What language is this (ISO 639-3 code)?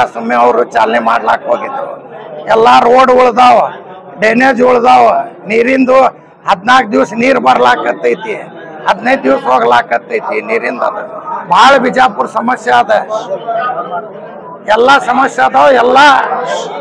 kan